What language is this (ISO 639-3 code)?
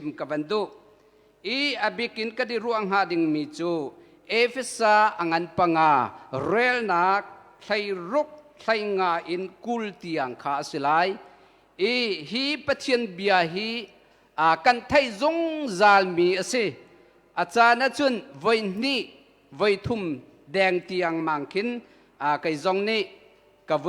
cnh